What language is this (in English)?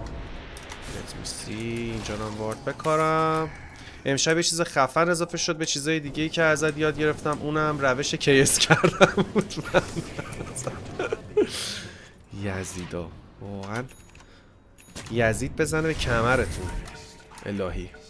Persian